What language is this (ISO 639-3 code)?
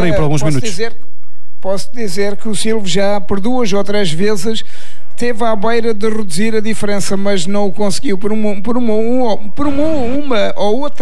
por